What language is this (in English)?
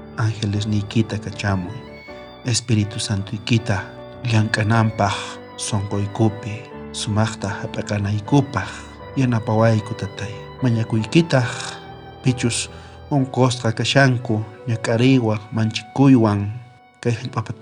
South Bolivian Quechua